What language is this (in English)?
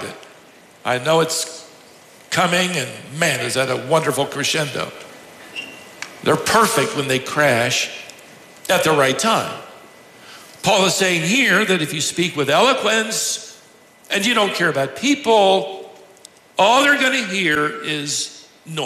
English